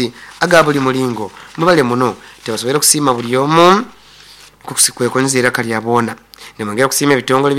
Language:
Nyoro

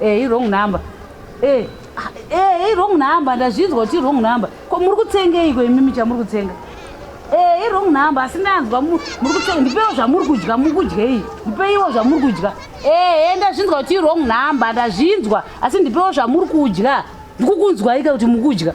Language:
Shona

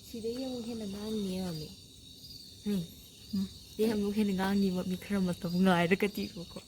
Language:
Manipuri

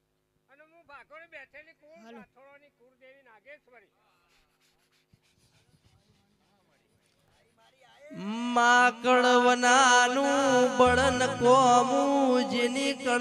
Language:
Gujarati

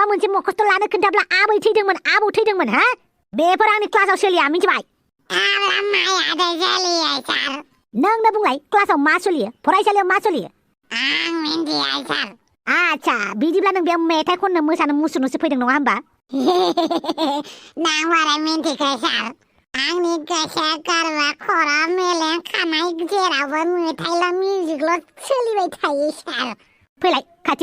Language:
Bodo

